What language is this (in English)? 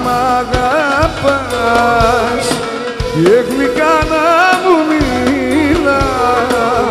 Greek